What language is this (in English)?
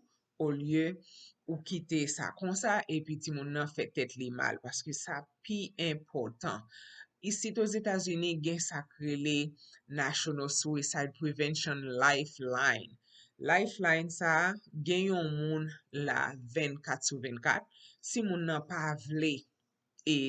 Haitian Creole